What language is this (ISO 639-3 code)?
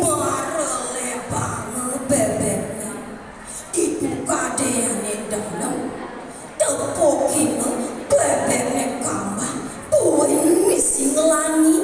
ban